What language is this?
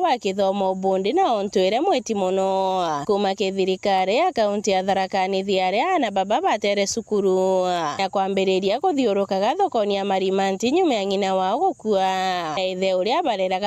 Meru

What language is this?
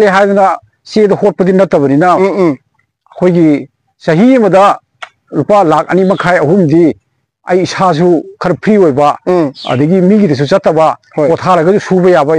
Manipuri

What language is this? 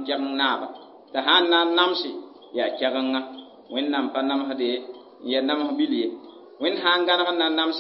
Mossi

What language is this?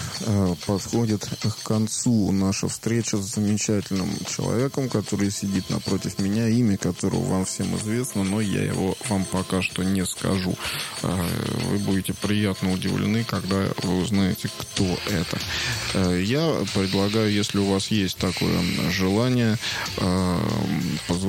Russian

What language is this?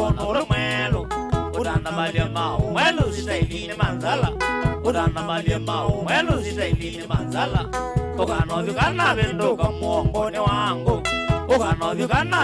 Kamba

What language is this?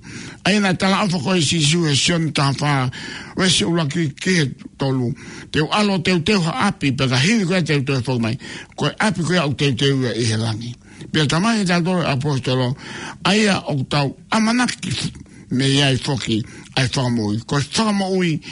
Tongan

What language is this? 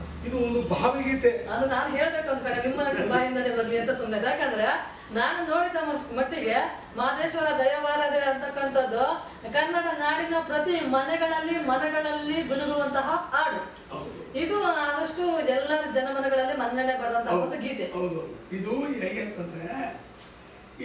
Kannada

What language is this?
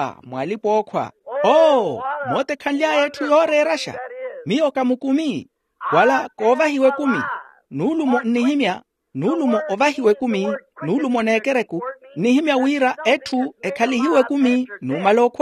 Makhuwa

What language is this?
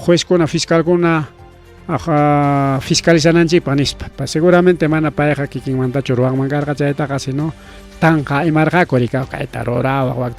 Ayacucho Quechua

